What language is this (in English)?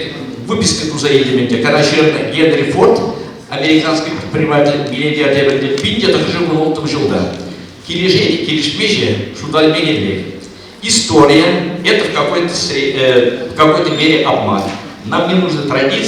Chuvash